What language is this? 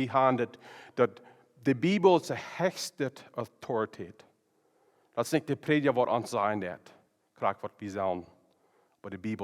Plautdietsch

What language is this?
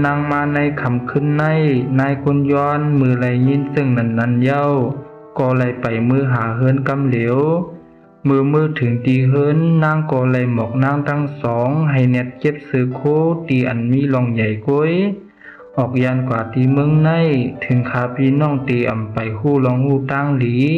Shan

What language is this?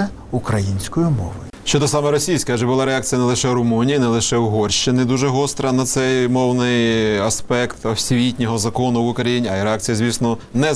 Ukrainian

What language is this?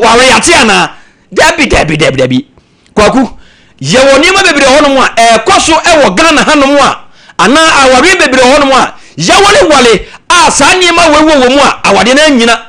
Akan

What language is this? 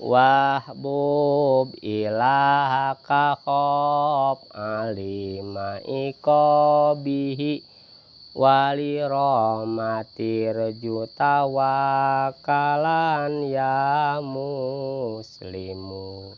Sundanese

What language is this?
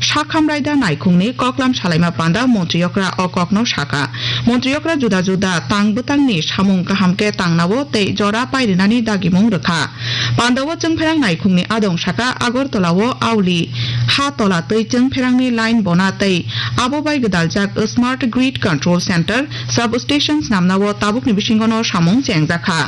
Kok Borok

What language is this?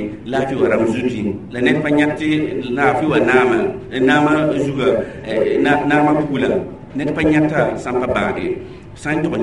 Mossi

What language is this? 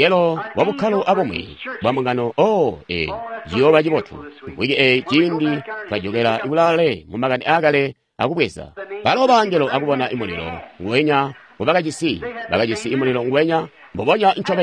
Tonga (Zambia)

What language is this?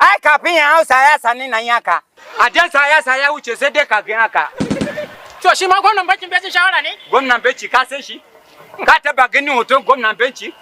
Hausa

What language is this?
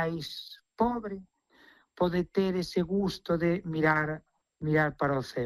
Galician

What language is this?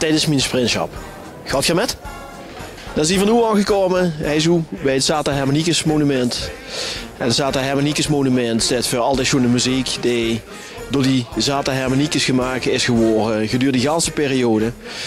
Limburgish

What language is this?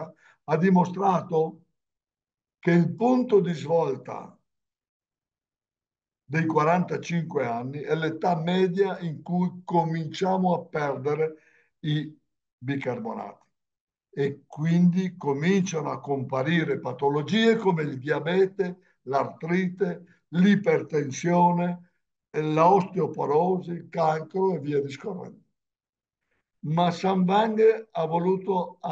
Italian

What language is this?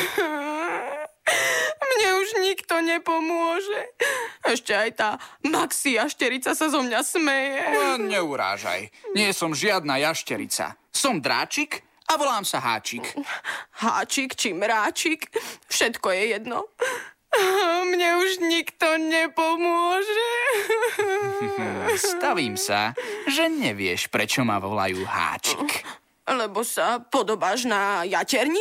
Slovak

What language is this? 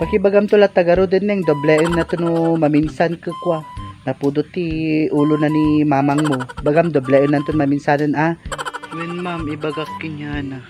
Iloko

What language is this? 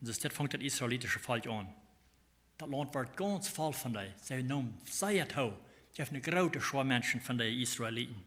Plautdietsch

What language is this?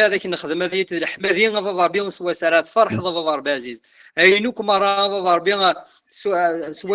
Kabyle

